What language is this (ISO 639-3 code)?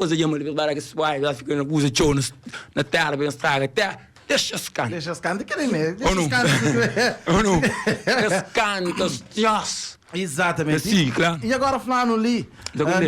kea